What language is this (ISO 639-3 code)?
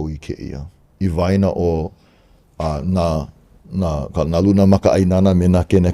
haw